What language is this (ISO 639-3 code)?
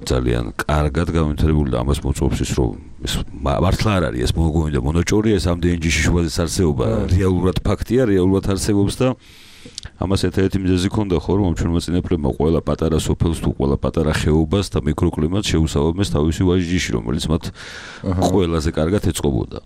kat